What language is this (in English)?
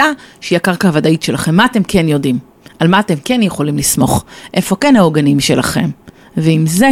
Hebrew